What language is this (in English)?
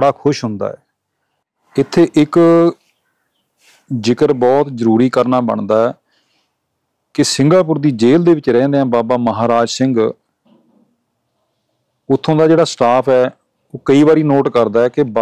Punjabi